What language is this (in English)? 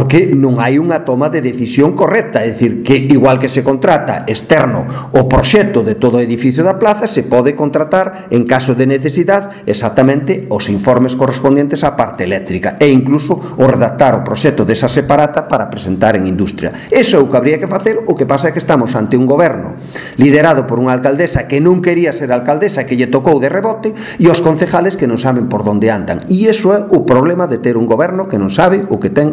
Galician